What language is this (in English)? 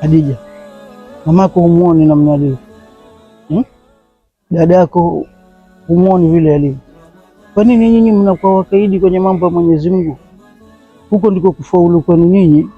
Swahili